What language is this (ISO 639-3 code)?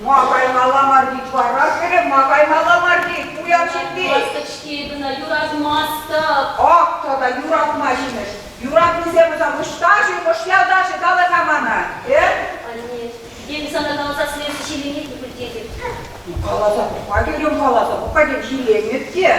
chv